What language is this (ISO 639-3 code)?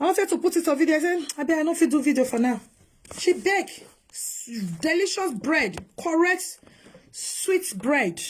pcm